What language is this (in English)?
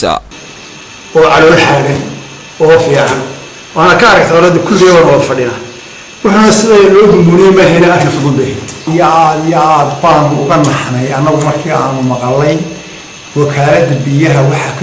Somali